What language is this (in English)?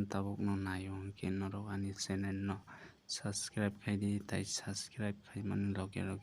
Kok Borok